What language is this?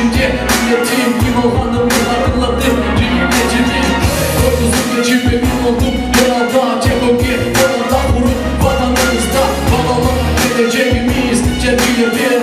Crimean Tatar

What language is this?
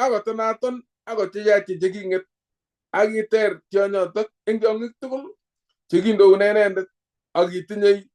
Kalenjin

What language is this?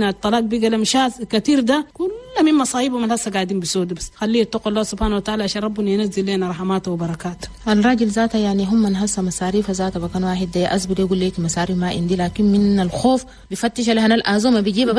Chadian Arabic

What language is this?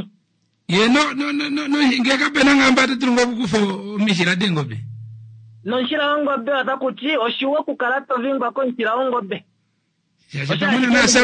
Kuanyama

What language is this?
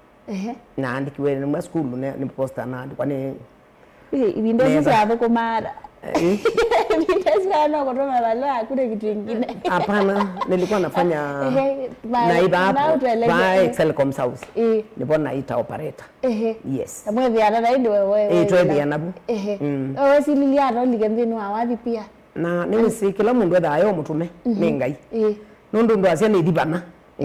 Kamba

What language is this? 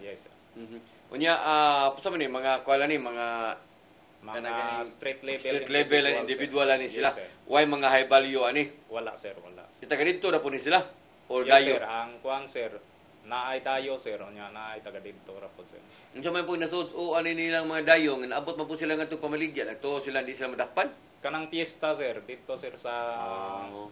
Cebuano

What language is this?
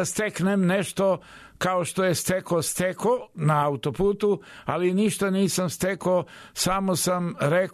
Serbian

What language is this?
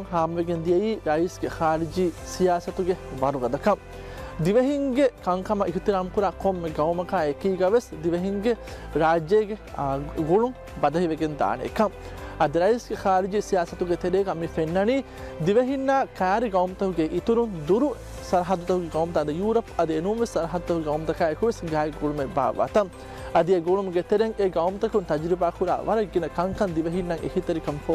Divehi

